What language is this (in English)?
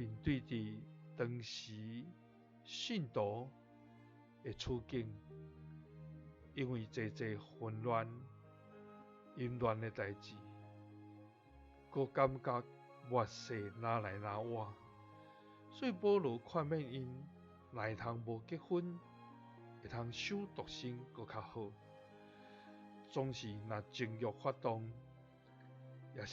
Min Nan Chinese